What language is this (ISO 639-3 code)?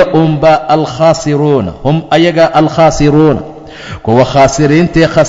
som